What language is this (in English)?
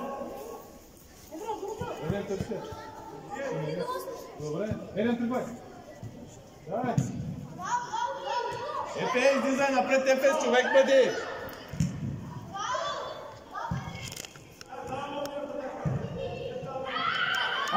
Bulgarian